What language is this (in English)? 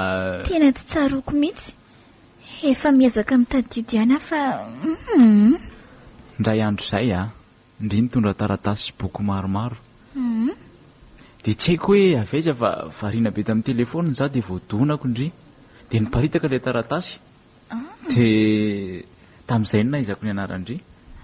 Malagasy